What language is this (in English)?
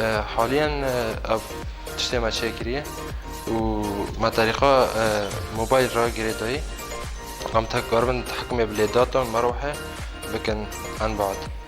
Kurdish